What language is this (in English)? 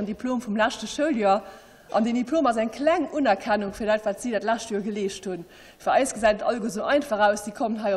Luxembourgish